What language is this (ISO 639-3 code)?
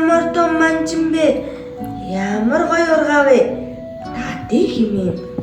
mon